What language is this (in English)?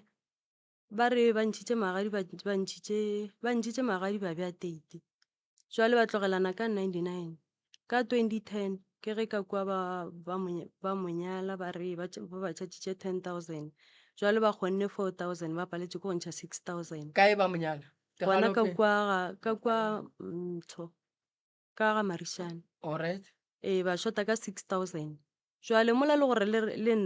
Northern Sotho